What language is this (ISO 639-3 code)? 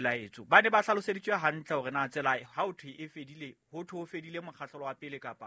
sot